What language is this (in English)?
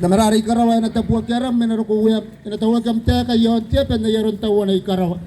Gilbertese